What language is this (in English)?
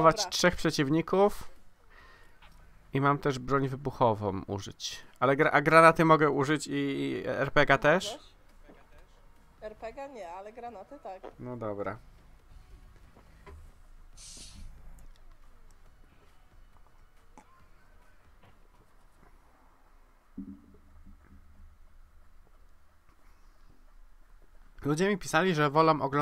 Polish